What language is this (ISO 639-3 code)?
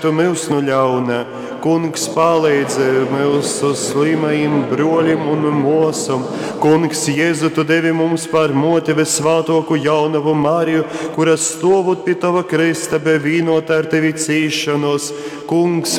ltg